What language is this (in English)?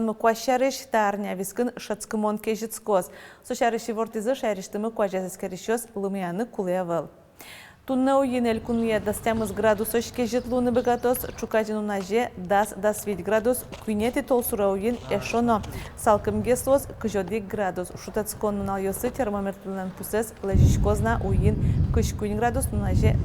Udmurt